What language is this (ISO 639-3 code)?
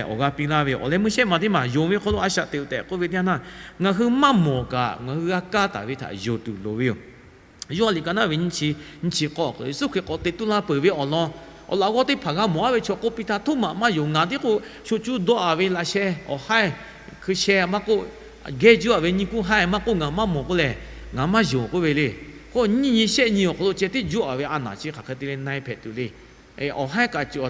lhu